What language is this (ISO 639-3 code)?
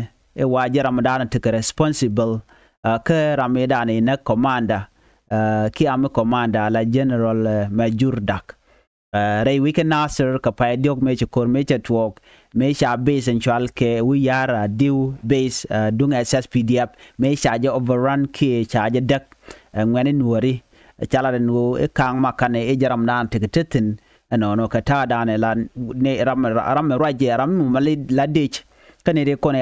nus